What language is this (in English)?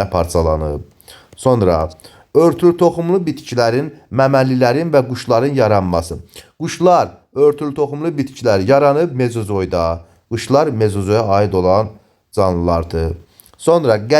Azerbaijani